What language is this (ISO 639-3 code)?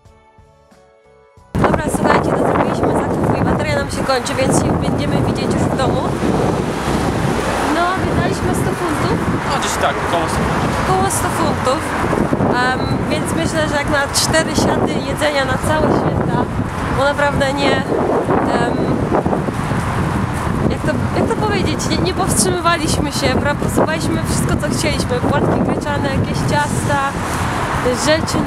pol